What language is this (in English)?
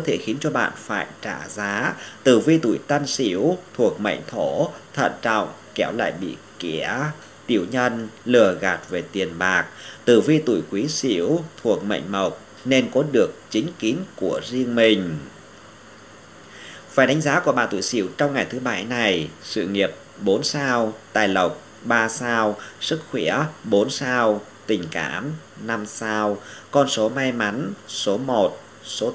Vietnamese